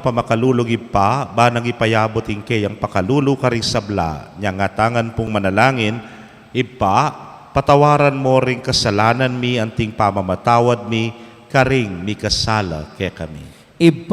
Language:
Pampanga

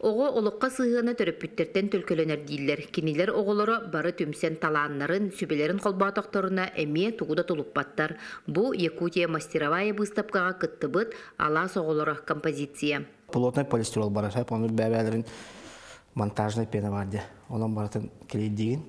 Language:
Yakut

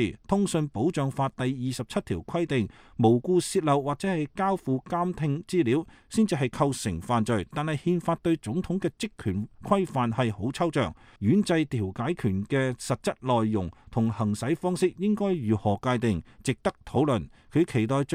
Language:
Cantonese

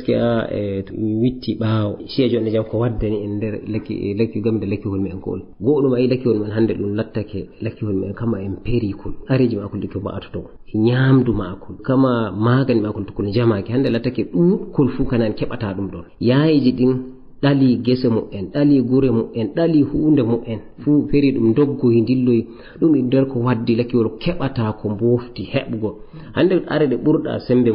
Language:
Fula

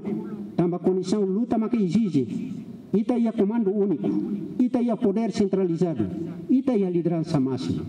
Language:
Tetum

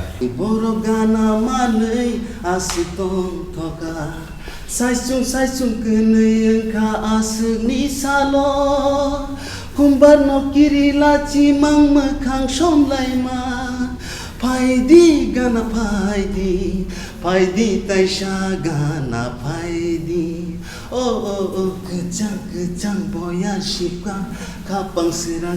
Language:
Kok Borok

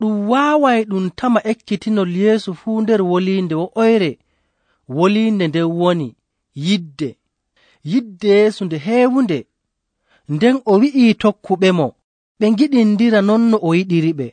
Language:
Nigerian Fulfulde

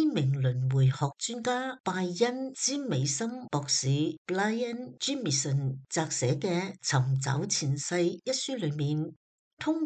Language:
Cantonese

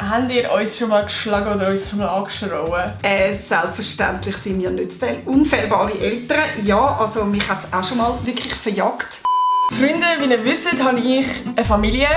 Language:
Swiss German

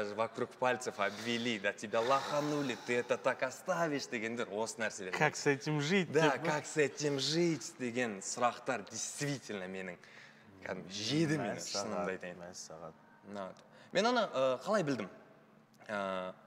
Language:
Kazakh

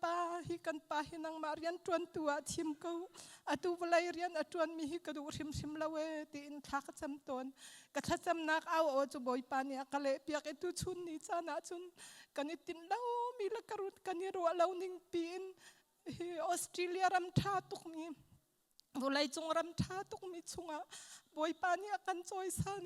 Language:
Hakha Chin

